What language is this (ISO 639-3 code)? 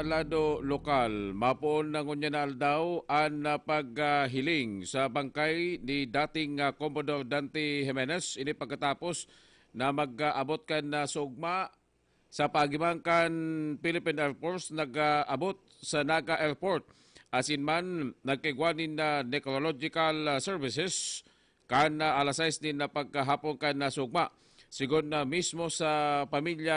bik